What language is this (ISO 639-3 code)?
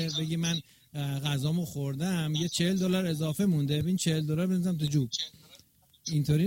fas